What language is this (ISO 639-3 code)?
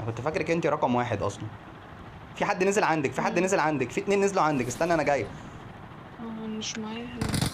arz